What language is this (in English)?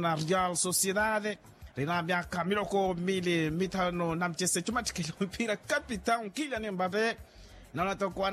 Makhuwa